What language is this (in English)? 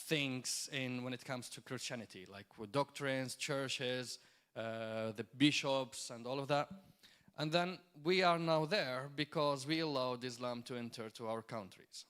English